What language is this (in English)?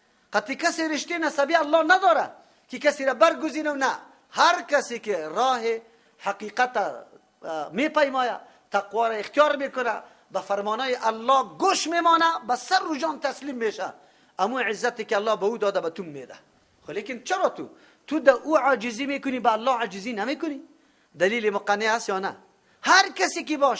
Persian